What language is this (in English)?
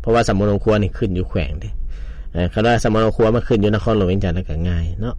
Lao